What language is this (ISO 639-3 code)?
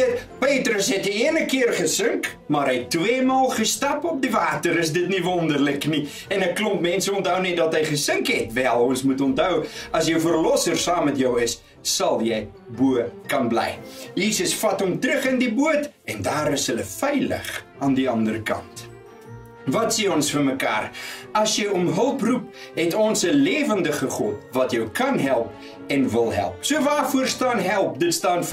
afr